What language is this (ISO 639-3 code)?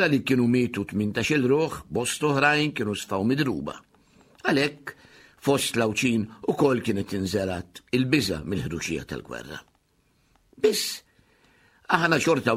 mlt